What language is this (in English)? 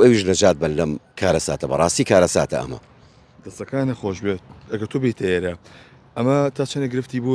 Central Kurdish